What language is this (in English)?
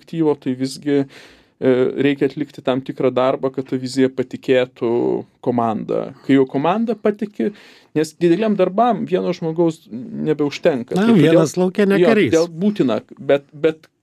Lithuanian